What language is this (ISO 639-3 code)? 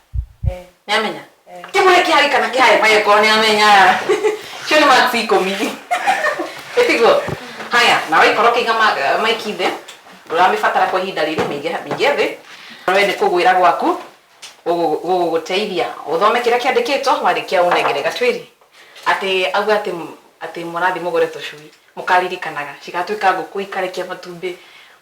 kik